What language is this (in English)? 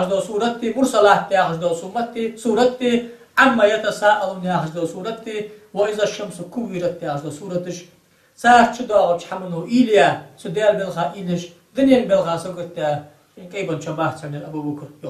Ingush